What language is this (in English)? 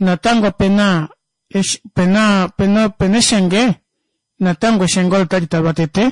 Kuanyama